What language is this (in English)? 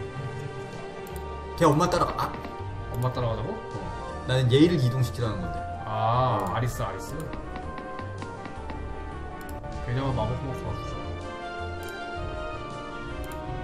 Korean